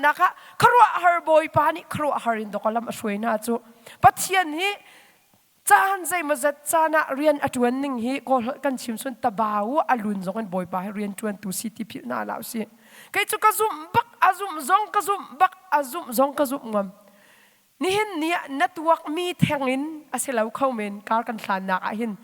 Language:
Hakha Chin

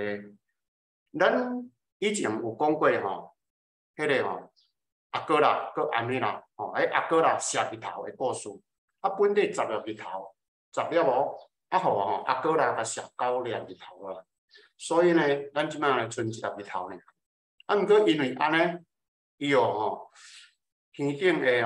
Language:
Min Nan Chinese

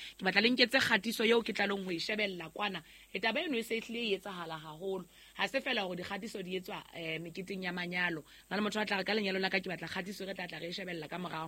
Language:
Southern Sotho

